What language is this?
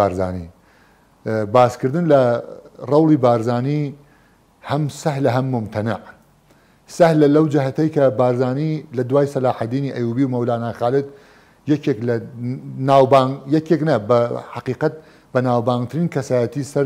Central Kurdish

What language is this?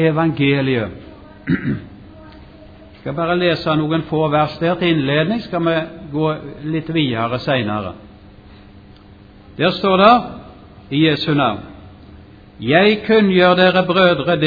Norwegian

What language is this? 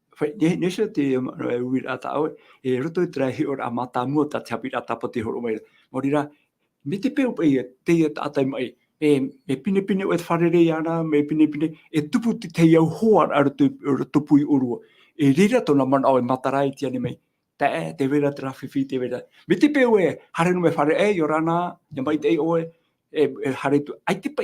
Tahitian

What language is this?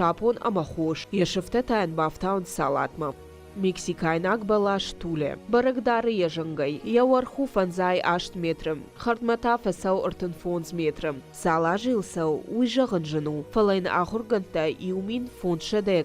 Ossetic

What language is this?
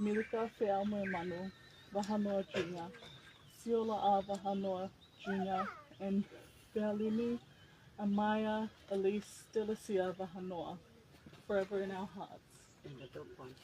Tongan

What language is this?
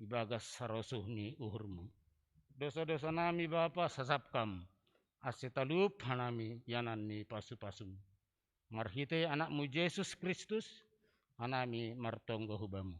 Batak Simalungun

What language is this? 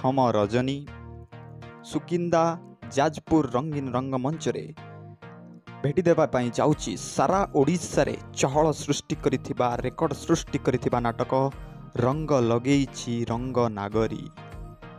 Odia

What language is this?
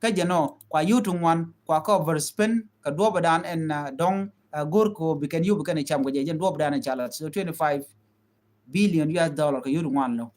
Nuer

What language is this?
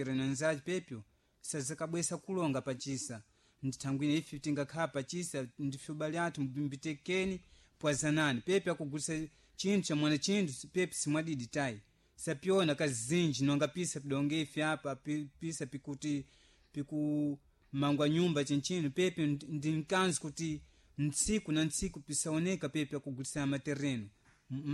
Sena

